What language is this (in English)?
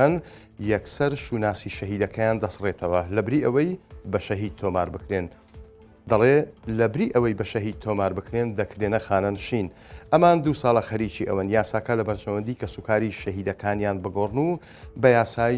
Central Kurdish